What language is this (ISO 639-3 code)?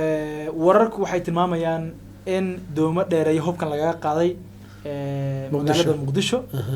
som